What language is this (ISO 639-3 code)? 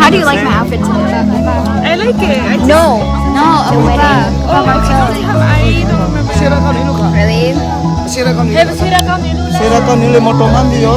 cnh